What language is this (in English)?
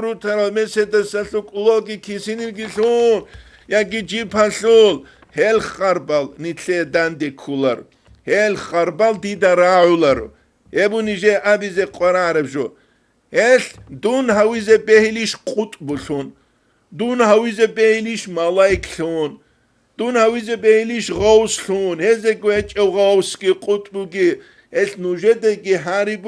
Avaric